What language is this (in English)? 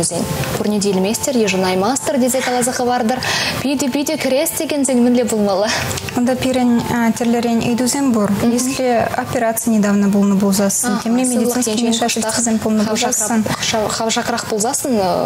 Chuvash